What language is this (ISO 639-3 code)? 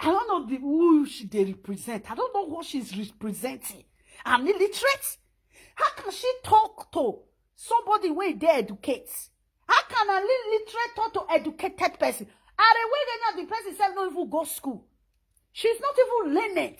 pcm